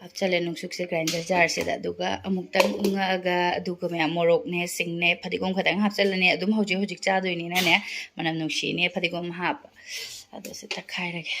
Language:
Manipuri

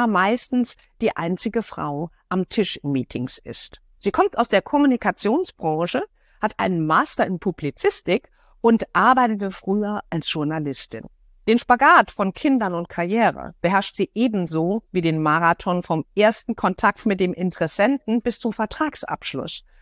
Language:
German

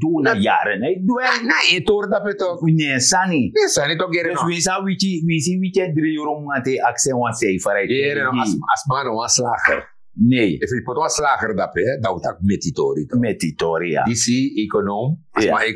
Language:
Sranan Tongo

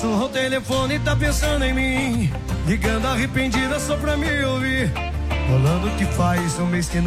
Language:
Portuguese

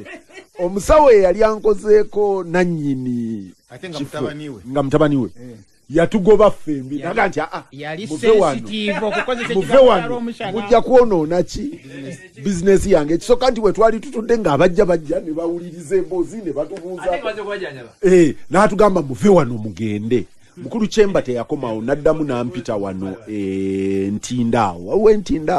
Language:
Ganda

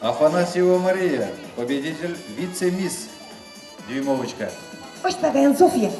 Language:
Chuvash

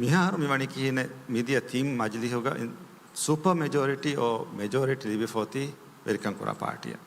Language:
Divehi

